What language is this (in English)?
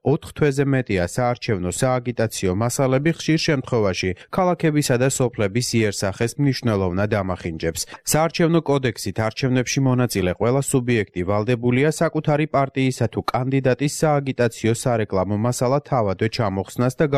Georgian